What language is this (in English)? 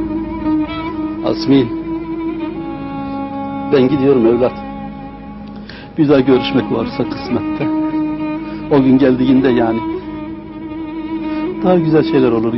Turkish